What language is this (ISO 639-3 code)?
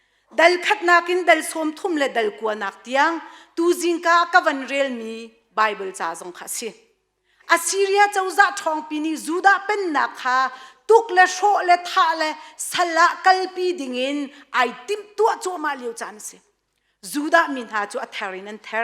cnh